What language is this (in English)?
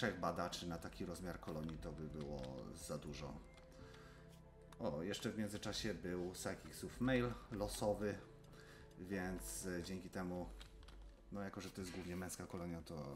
Polish